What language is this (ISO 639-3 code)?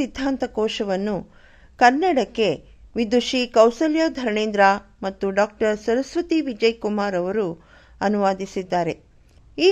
kan